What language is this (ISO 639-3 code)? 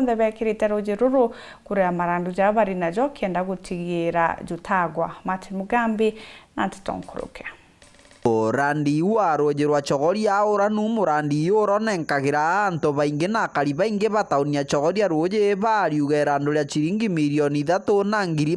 mer